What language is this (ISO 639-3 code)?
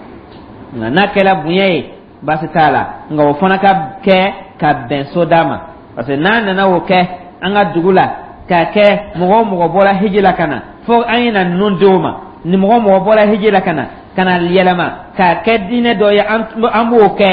dyu